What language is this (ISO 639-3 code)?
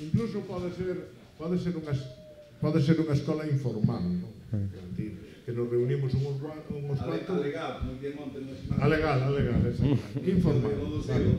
glg